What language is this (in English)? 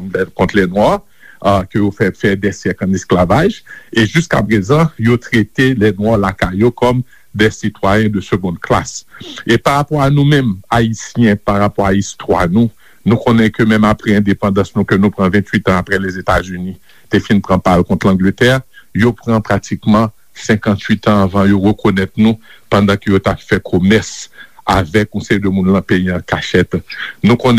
Haitian Creole